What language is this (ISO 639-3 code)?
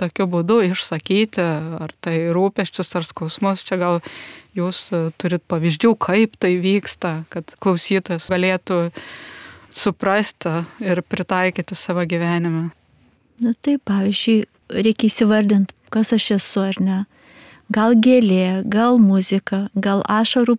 lit